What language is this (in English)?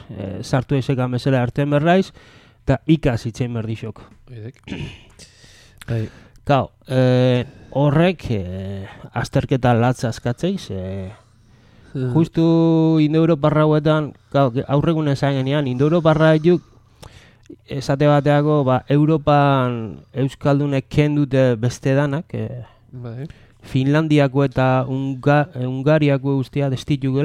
Basque